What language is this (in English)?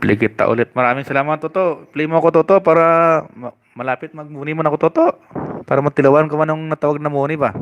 Hiligaynon